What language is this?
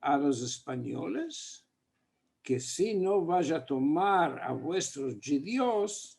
Ladino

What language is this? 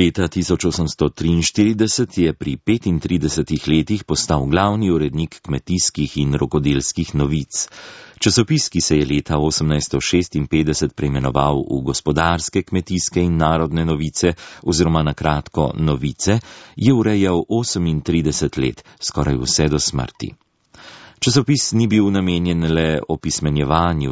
Slovenian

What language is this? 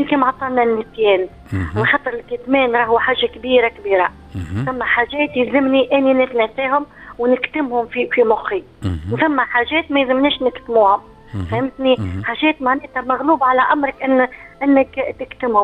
Tunisian Arabic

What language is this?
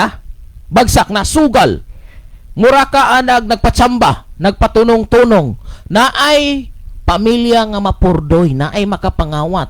Cebuano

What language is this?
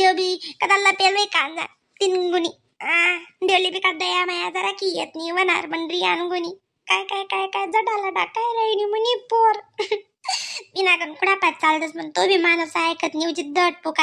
Khandesi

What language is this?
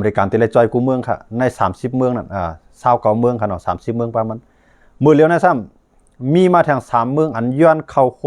Shan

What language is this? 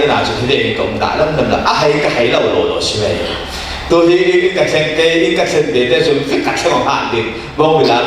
Falam Chin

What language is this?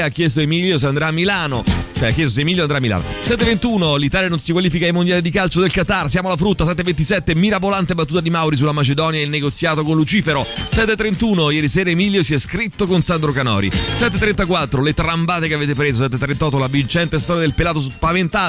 Italian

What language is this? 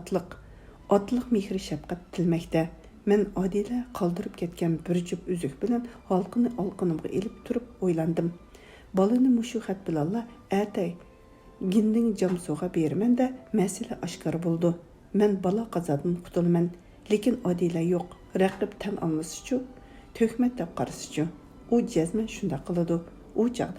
Uyghur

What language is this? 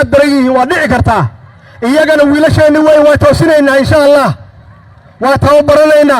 Somali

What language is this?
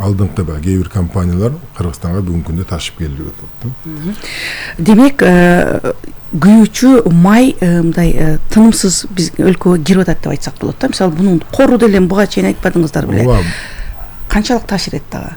Kyrgyz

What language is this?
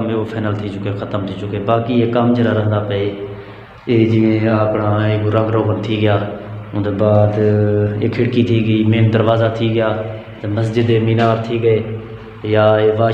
Saraiki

